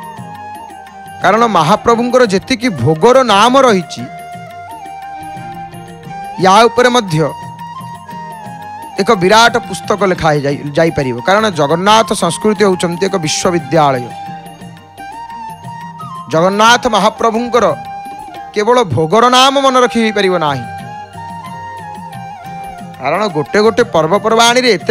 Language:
Odia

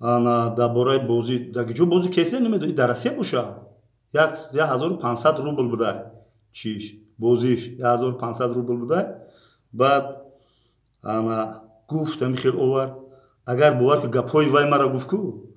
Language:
Tajik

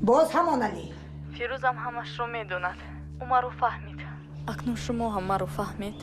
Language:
Tajik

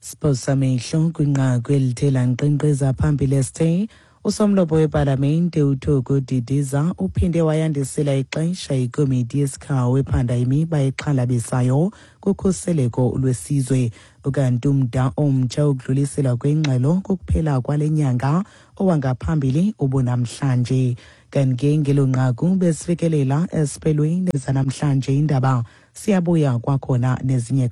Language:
Xhosa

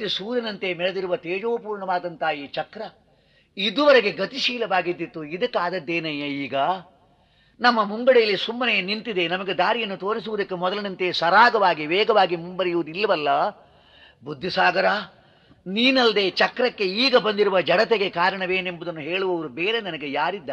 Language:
Kannada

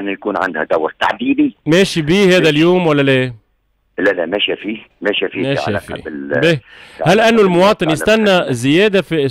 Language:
Tunisian Arabic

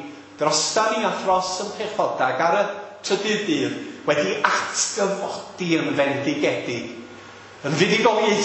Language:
Welsh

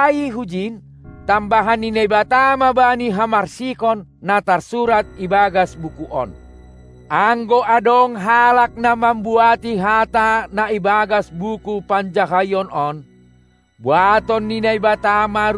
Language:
Batak Simalungun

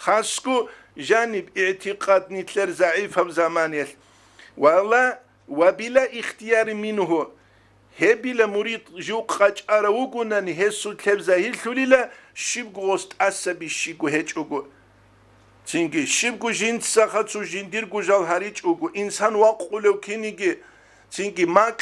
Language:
Avaric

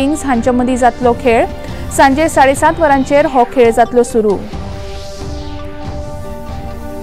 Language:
Konkani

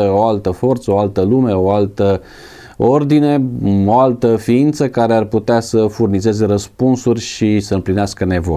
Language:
Romanian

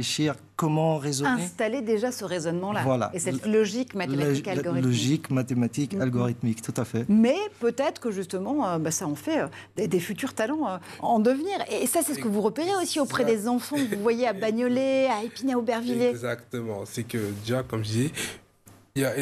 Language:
French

